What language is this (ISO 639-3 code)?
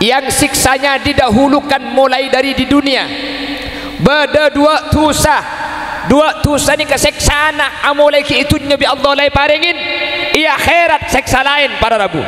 mad